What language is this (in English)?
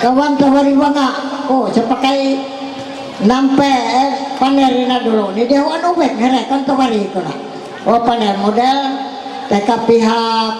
Ma'anyan